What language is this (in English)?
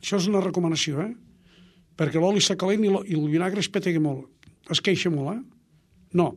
Catalan